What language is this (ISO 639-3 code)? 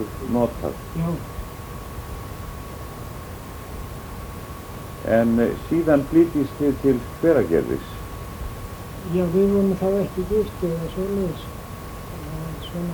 isl